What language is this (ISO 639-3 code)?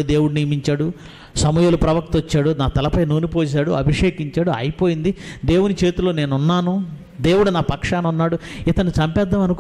tel